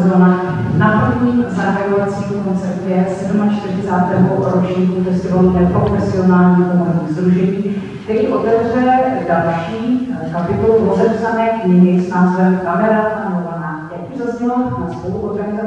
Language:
Czech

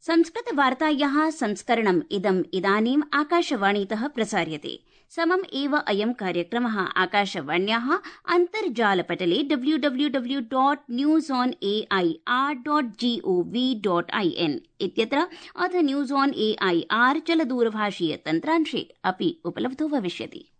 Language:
Sanskrit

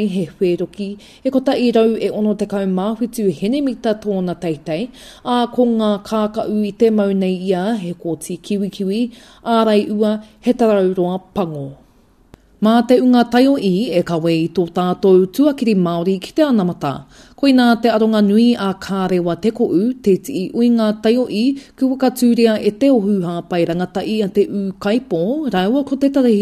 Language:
Māori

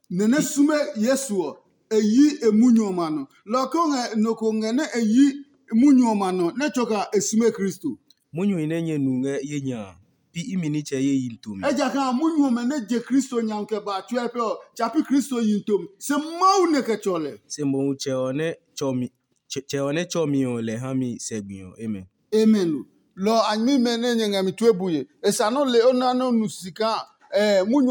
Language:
Adangme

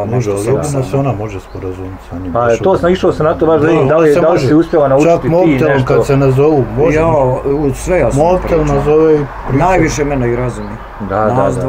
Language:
Bosnian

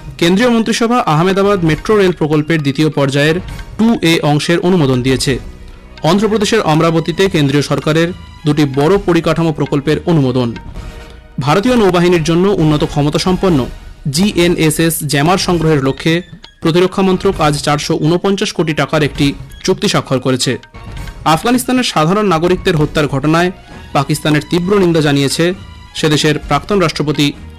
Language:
Bangla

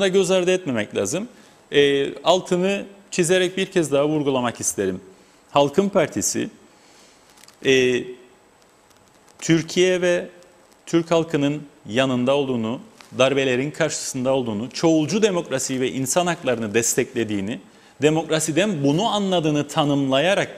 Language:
Turkish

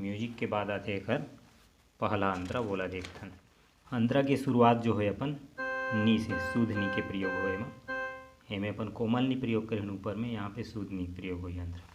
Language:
Chhattisgarhi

